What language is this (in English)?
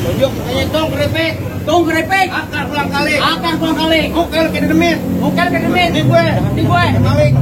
Betawi